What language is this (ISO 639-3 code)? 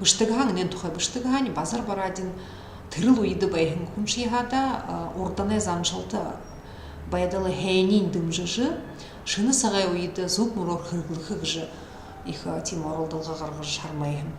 bua